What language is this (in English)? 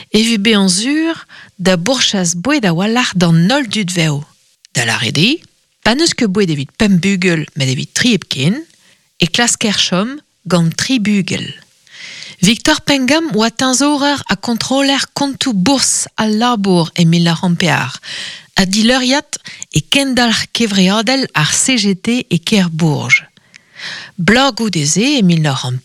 Breton